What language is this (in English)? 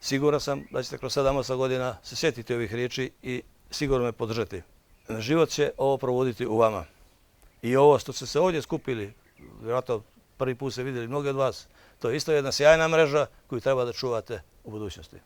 Bosnian